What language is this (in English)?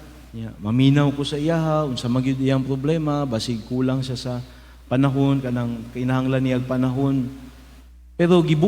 Cebuano